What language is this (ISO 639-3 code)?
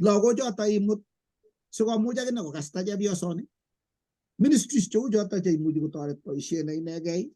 kln